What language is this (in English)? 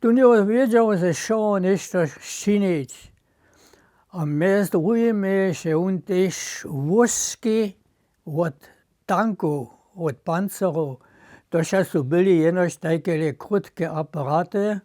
Upper Sorbian